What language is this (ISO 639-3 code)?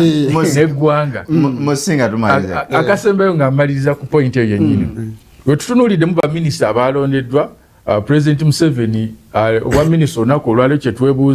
lug